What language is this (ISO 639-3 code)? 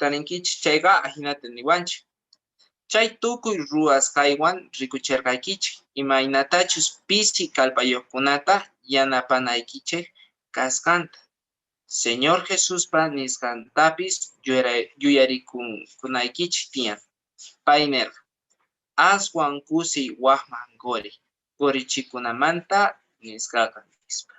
que